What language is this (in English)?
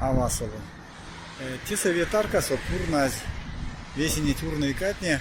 Erzya